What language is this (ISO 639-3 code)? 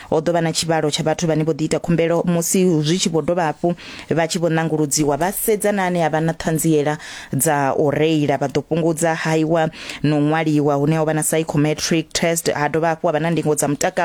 ven